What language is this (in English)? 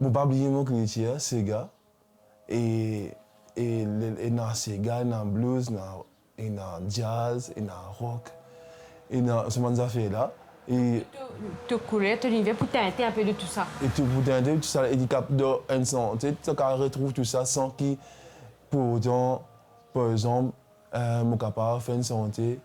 Morisyen